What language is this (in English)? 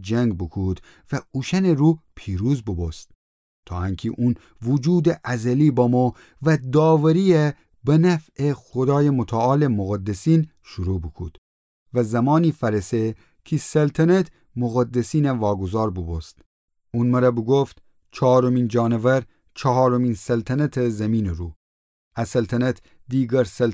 Gilaki